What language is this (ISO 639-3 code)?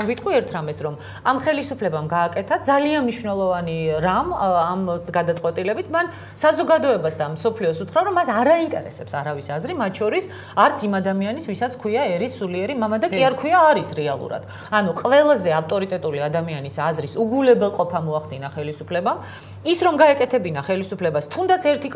kat